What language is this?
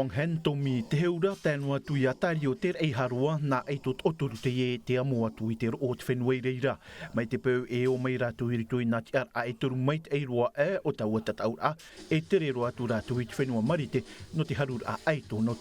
Tahitian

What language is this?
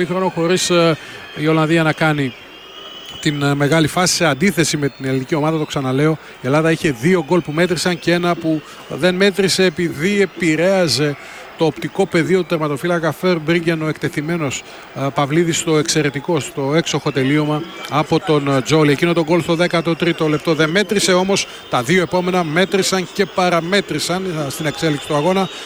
Greek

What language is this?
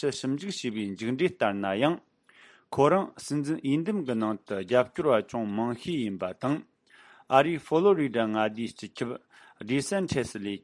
Tibetan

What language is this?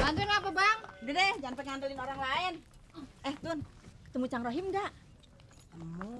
Betawi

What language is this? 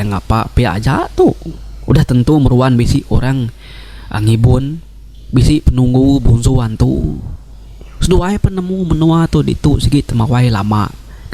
Iban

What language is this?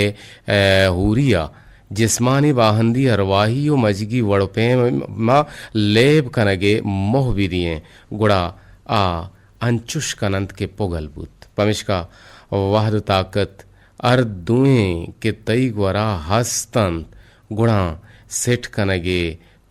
Eastern Balochi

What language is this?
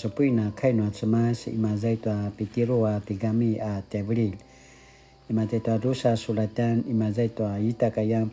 Paiwan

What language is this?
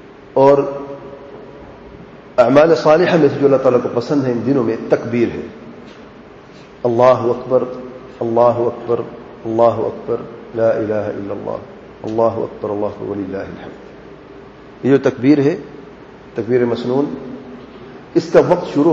Urdu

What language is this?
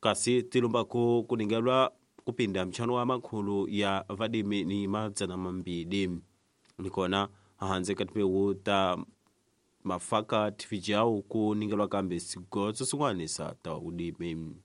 Tsonga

